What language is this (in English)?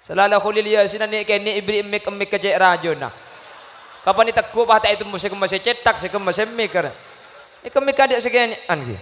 Madurese